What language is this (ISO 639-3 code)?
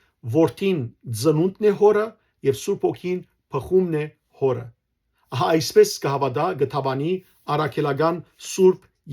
hyw